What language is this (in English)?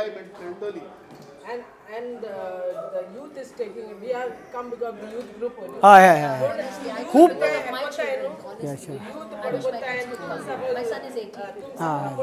Konkani